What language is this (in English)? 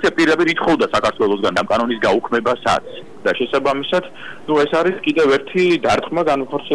Georgian